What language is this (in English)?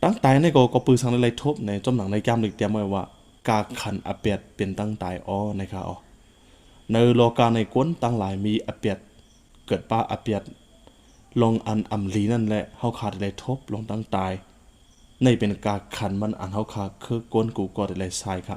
Shan